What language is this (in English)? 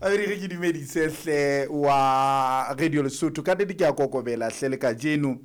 Southern Sotho